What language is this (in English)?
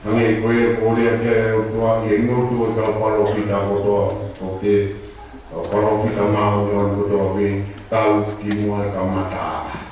Tongan